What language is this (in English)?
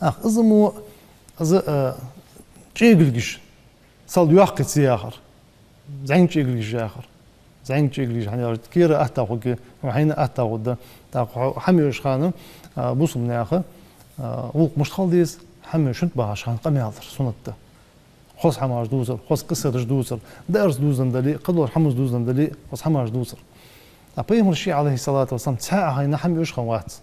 Ingush